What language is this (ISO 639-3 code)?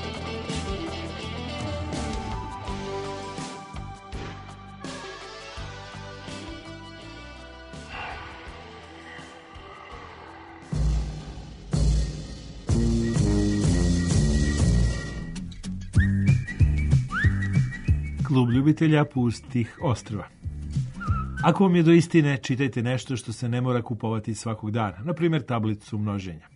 srp